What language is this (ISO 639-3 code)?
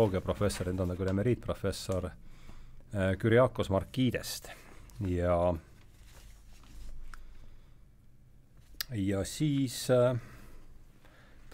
est